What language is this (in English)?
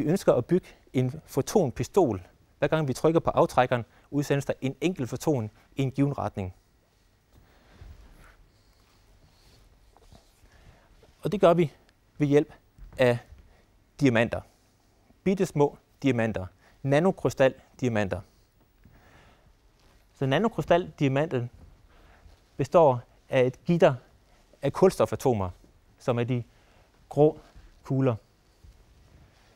Danish